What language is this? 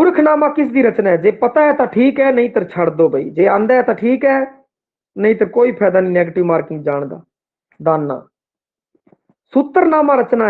Punjabi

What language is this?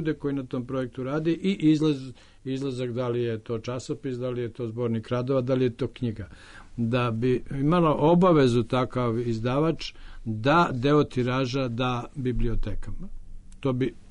Serbian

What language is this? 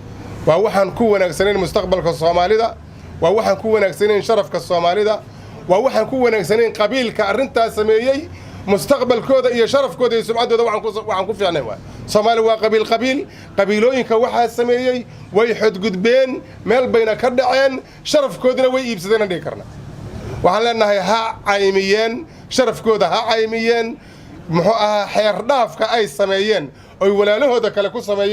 Somali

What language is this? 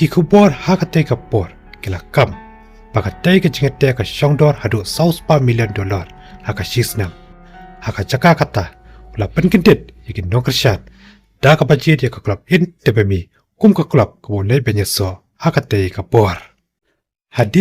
Khasi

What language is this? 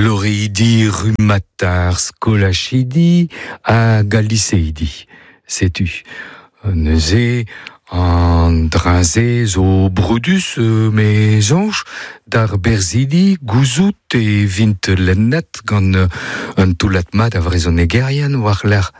Breton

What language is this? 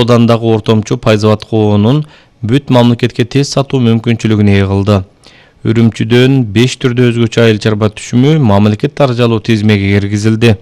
Kyrgyz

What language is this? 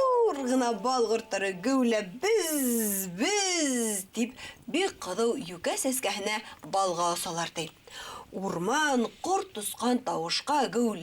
Bashkir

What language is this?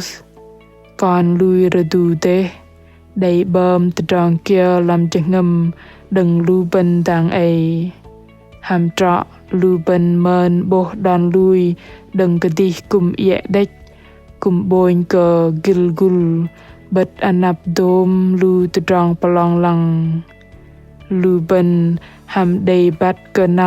Bahnar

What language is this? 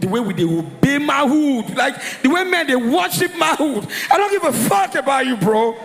Nigerian Pidgin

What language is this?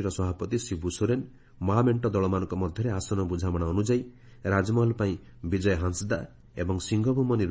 Odia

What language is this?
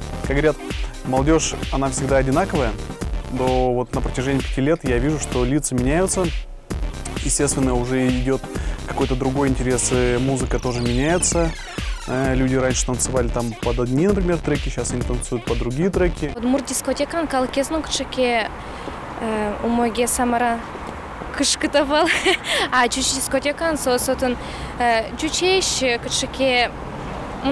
Udmurt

